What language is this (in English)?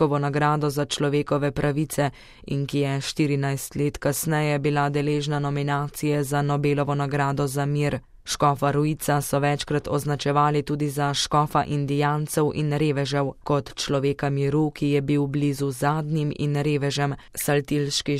Slovenian